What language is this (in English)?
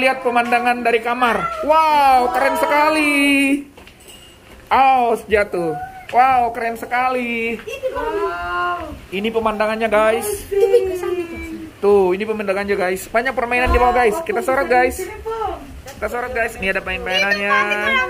Indonesian